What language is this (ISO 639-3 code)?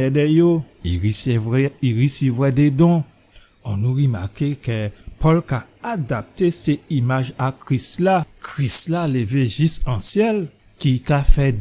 gcf